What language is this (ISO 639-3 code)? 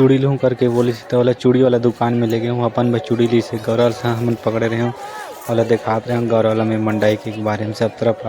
hne